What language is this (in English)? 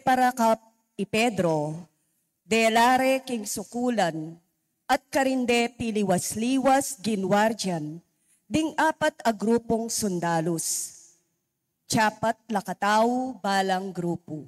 Pampanga